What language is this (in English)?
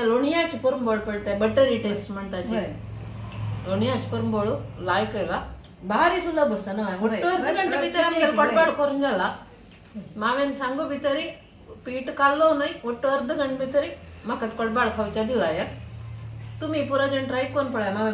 Konkani